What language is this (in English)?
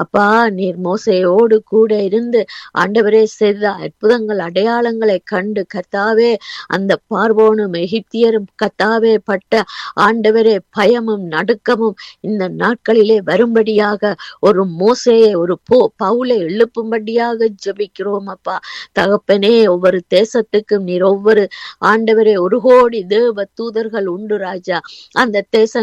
Tamil